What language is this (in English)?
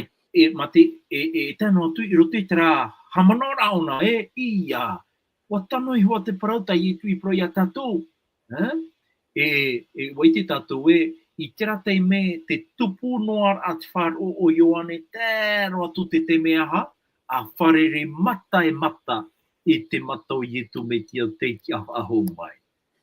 Tahitian